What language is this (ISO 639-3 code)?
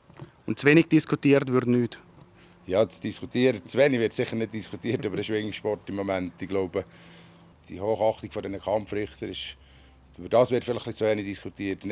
gsw